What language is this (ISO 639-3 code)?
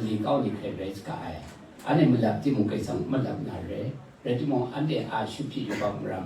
kac